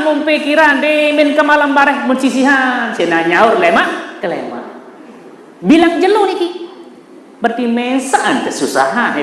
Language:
Sasak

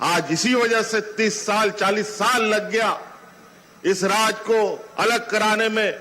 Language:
Santali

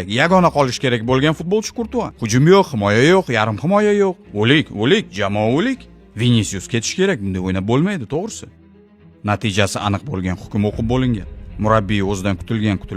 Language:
Uzbek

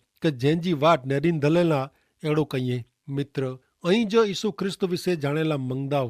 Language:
Kachhi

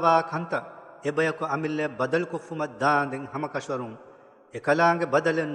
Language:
Divehi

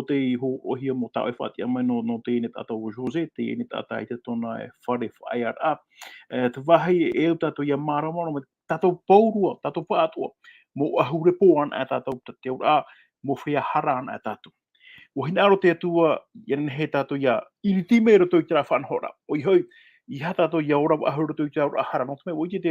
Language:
Tahitian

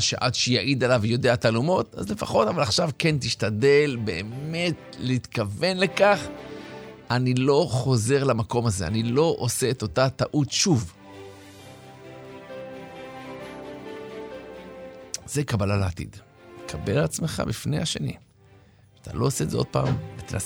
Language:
Hebrew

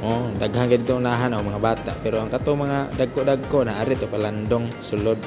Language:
Cebuano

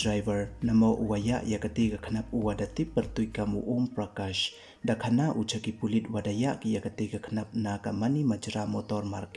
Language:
Pnar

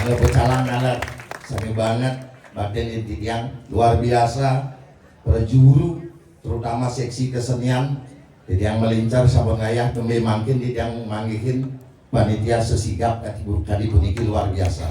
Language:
Balinese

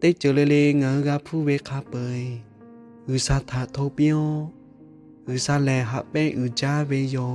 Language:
Lahu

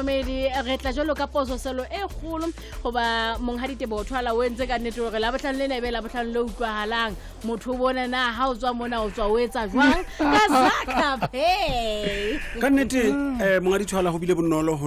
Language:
Southern Sotho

